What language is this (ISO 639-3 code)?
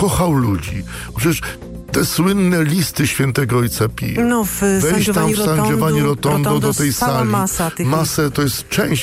pol